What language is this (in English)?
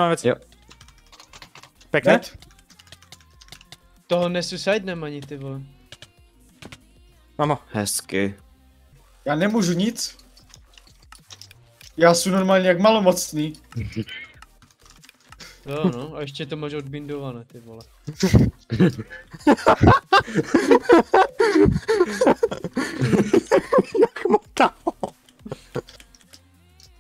Czech